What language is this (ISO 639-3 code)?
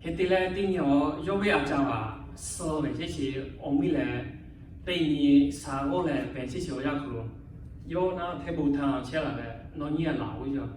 lhu